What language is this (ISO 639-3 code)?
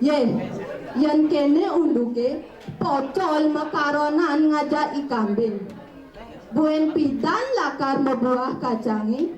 ban